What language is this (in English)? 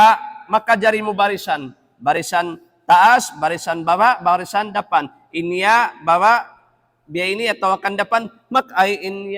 Tausug